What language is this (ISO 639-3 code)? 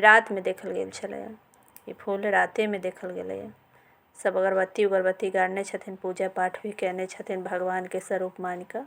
mai